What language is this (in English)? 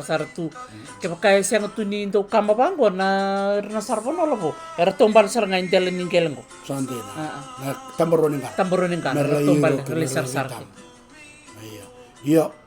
Fijian